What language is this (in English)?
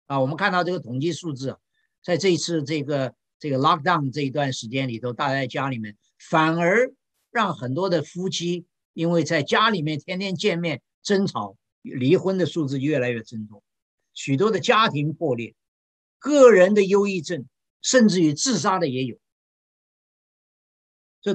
Chinese